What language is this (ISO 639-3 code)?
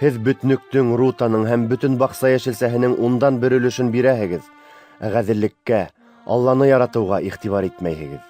bak